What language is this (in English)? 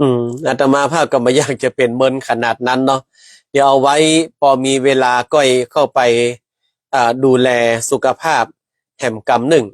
Northern Thai